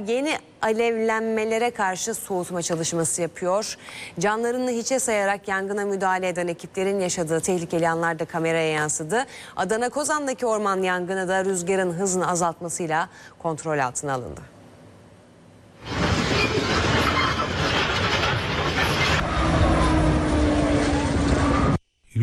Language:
Turkish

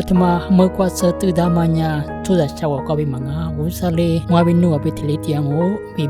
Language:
Lisu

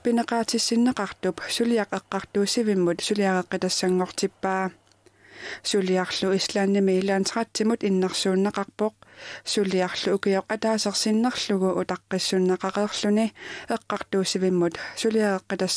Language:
Kalaallisut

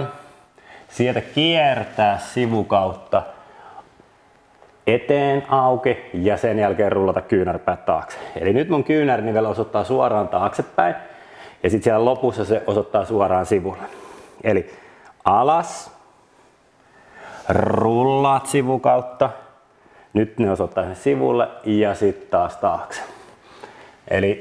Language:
Finnish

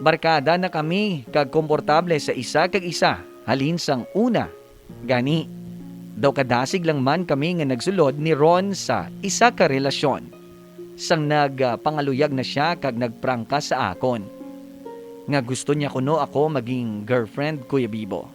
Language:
Hiligaynon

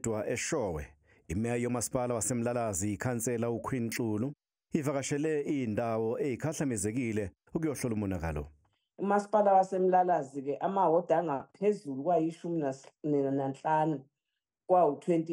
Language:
Zulu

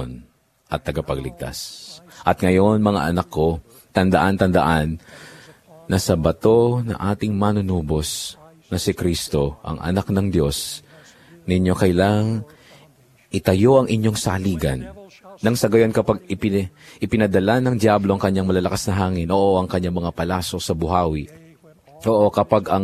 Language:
Filipino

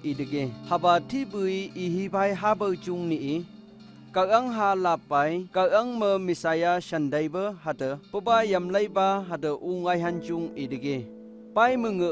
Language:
Phom Naga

